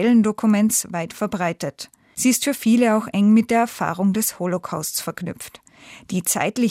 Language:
German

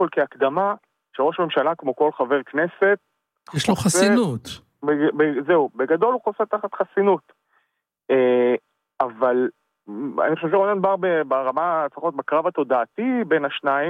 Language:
Hebrew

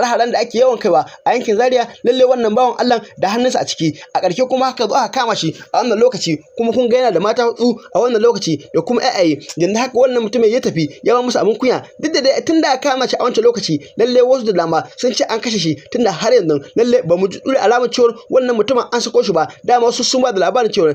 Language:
Hausa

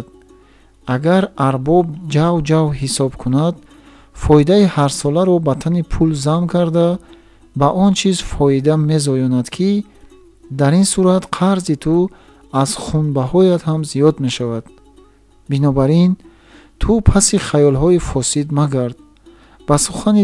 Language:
Tajik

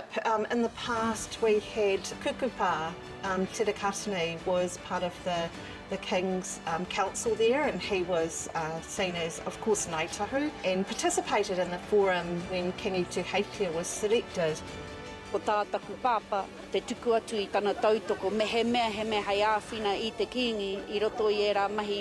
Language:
Māori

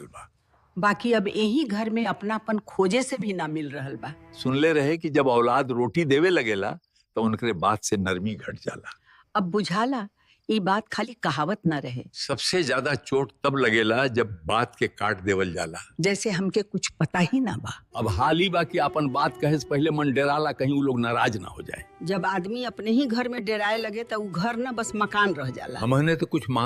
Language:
Bhojpuri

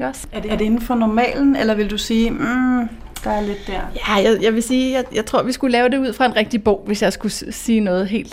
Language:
Danish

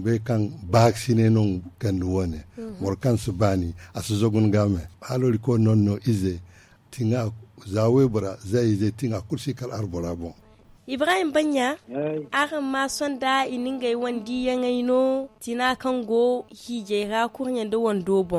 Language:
Zarma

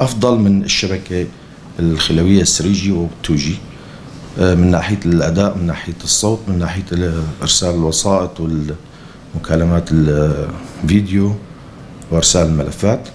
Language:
North Levantine Arabic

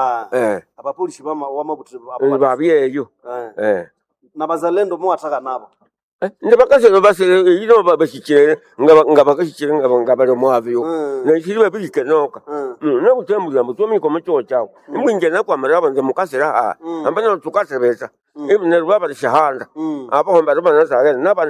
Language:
Nande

